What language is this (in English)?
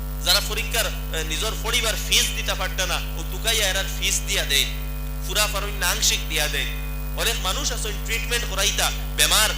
Sylheti